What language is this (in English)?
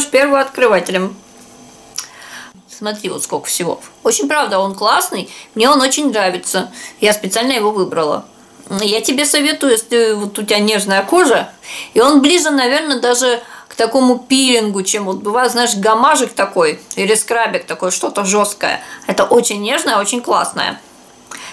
Russian